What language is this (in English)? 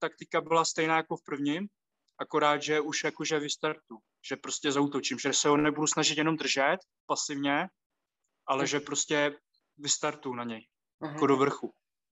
Czech